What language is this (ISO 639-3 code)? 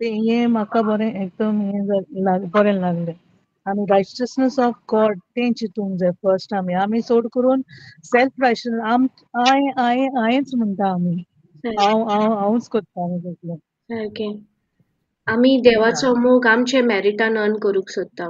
kok